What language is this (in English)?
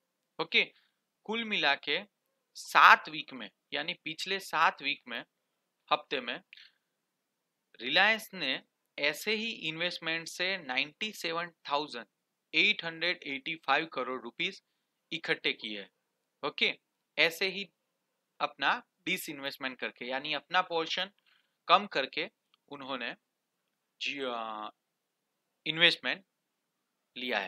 Hindi